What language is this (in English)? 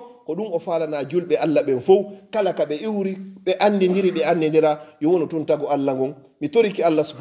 Fula